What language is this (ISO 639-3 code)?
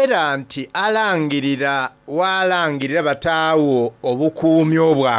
xog